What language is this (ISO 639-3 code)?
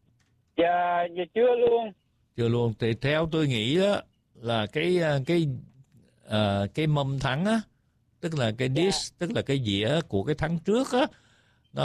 vie